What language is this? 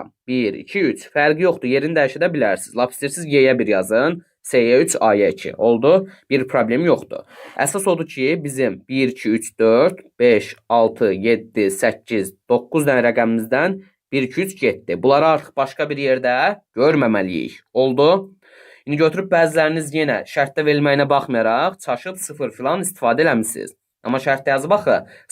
Azerbaijani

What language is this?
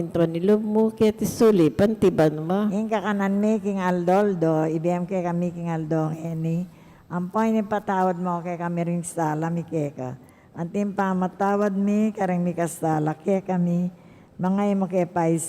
Pampanga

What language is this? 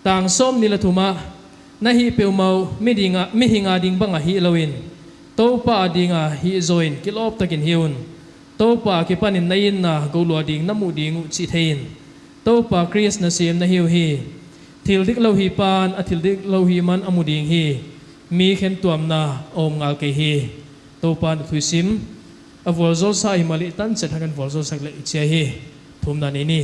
Paite Chin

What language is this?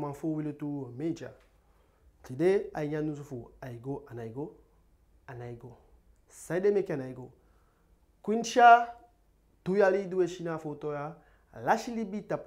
Eastern Maroon Creole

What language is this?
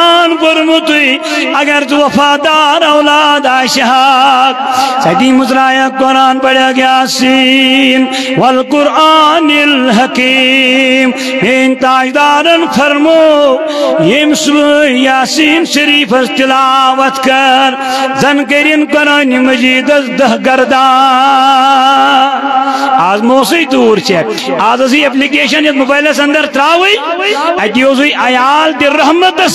Kashmiri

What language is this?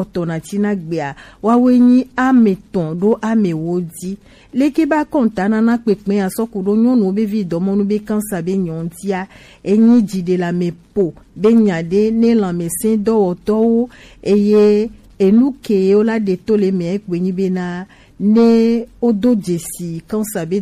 Gen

